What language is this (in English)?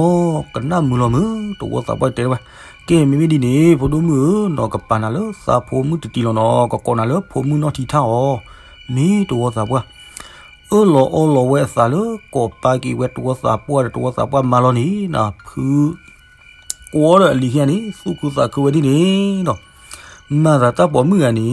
S'gaw Karen